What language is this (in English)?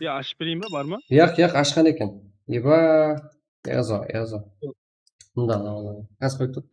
Kara-Kalpak